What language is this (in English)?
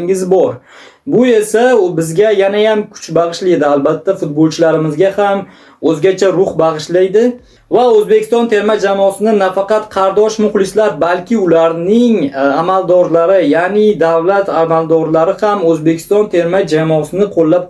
Uzbek